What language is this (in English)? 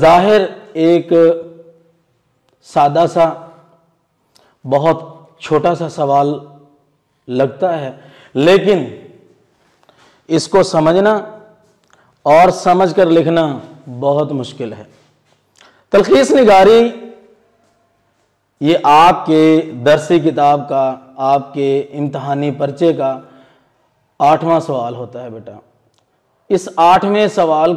Urdu